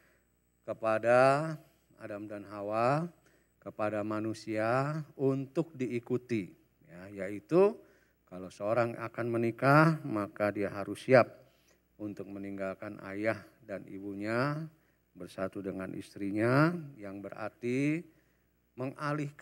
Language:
Indonesian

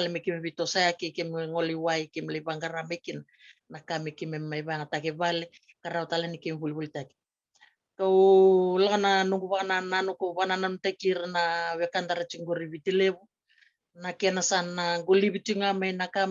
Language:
Fijian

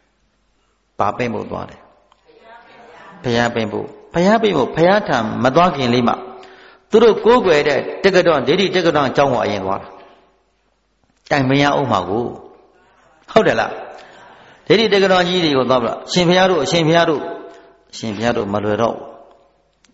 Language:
Burmese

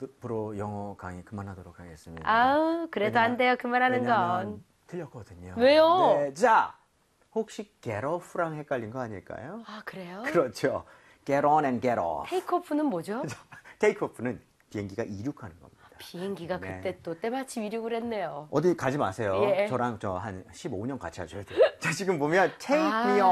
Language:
Korean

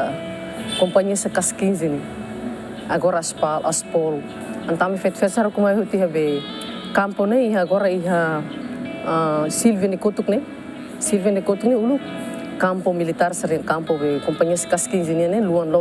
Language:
Tetum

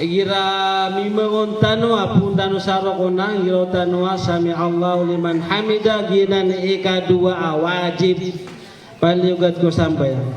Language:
Maranao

